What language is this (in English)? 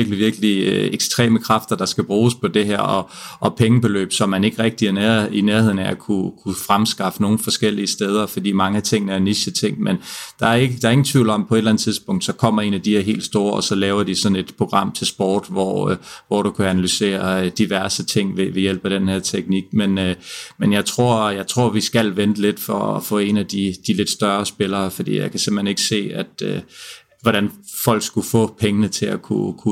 Danish